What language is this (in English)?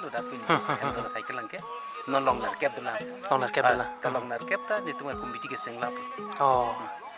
Karbi